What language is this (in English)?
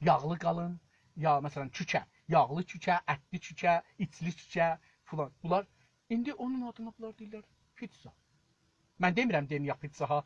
South Azerbaijani